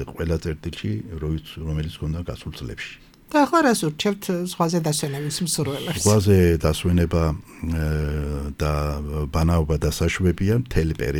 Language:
Georgian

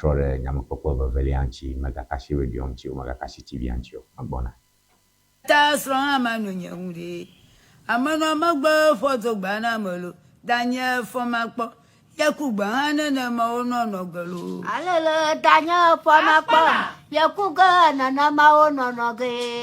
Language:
Ewe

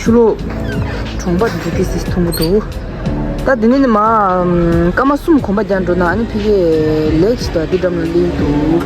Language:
Tibetan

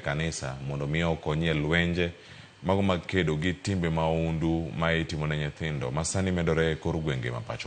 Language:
Luo (Kenya and Tanzania)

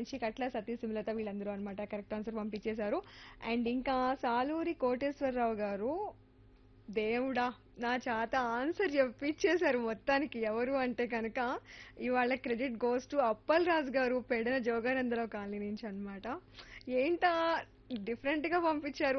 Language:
Telugu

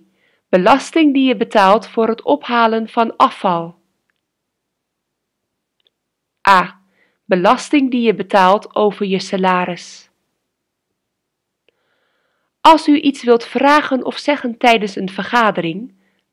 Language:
Dutch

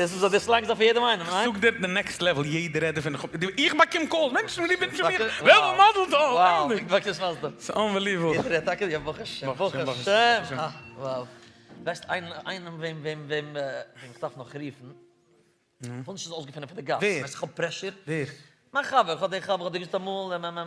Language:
Yiddish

